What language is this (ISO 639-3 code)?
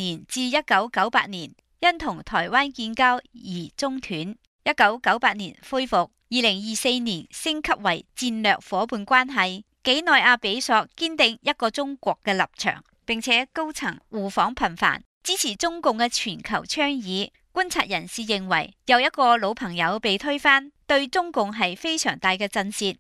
yue